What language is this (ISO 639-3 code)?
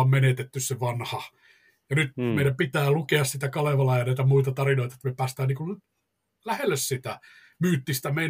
fin